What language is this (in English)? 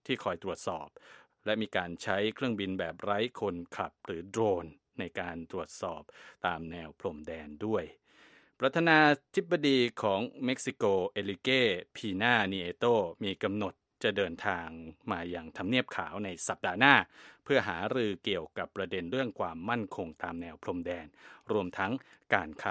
Thai